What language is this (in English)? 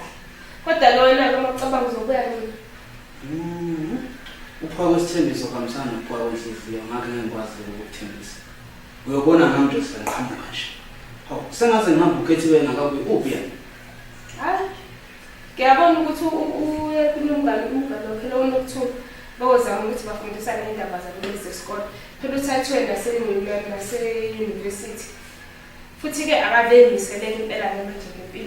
Zulu